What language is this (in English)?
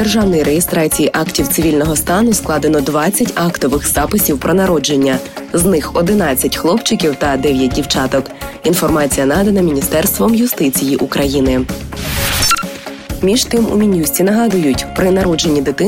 Ukrainian